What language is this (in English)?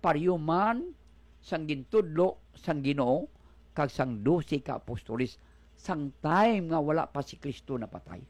Hiligaynon